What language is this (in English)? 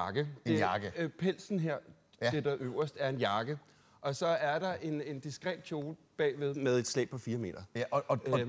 Danish